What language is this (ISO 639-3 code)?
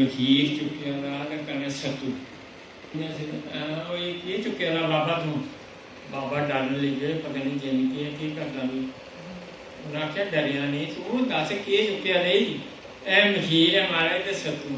doi